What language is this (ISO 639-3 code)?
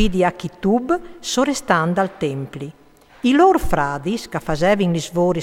fur